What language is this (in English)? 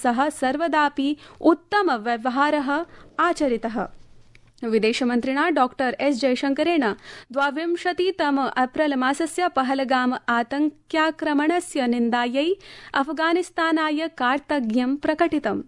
Sanskrit